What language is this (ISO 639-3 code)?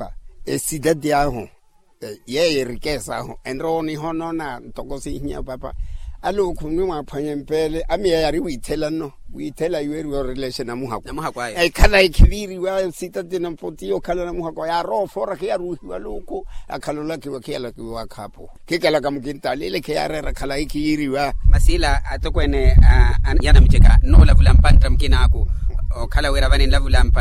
vmw